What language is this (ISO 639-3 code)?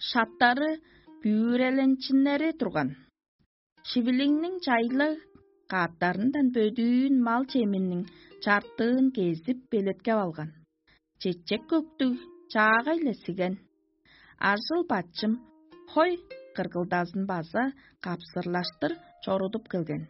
tyv